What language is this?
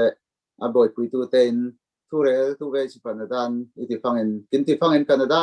Falam Chin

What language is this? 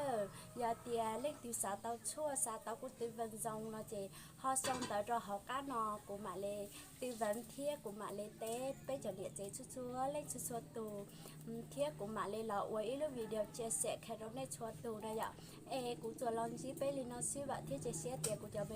Hmong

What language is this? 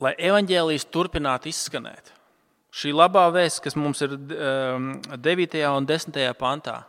Latvian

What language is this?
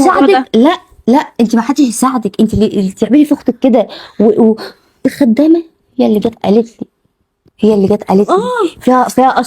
Egyptian Arabic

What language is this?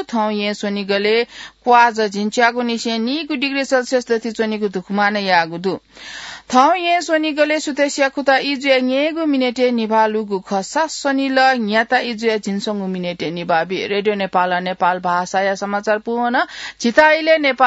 Newari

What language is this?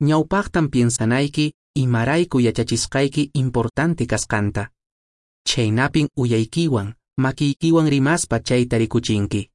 Quechua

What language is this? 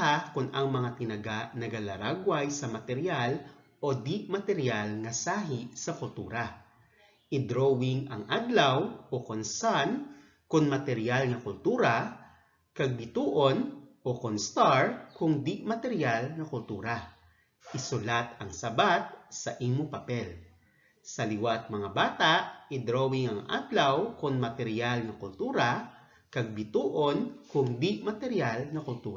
Hiligaynon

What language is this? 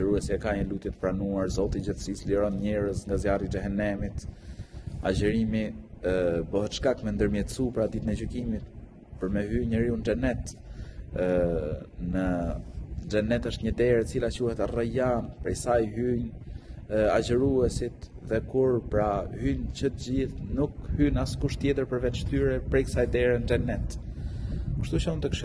Albanian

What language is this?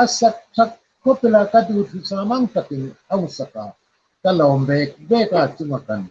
Hmar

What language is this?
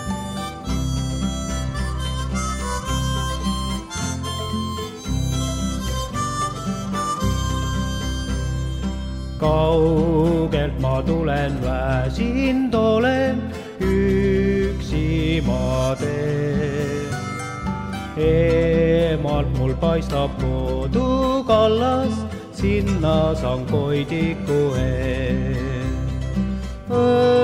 Estonian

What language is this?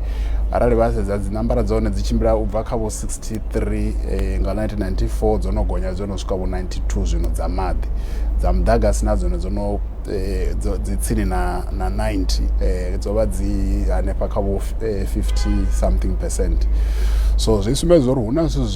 Venda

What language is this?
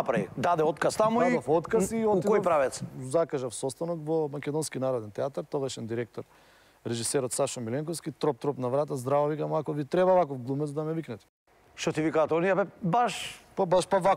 Macedonian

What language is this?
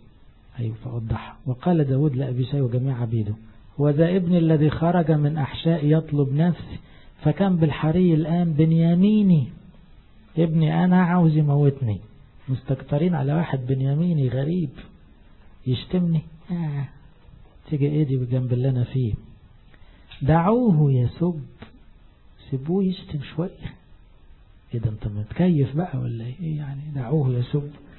Egyptian Arabic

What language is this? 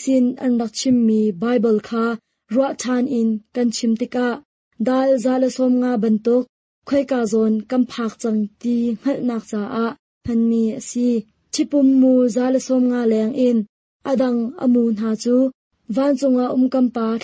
Hakha Chin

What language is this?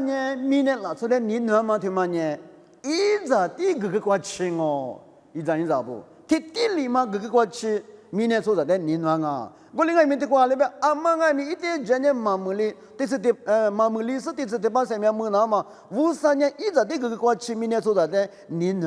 Lisu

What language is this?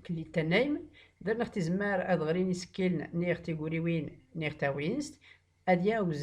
Tachelhit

